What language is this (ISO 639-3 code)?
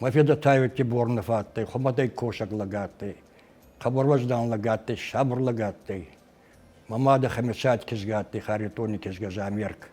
oss